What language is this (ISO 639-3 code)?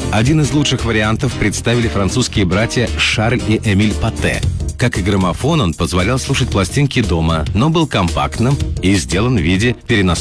rus